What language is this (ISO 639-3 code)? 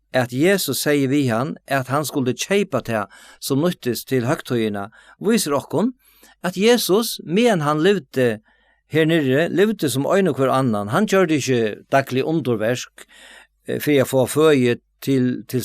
fao